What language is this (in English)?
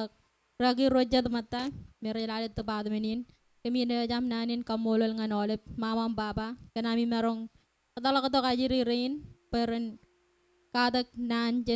Marshallese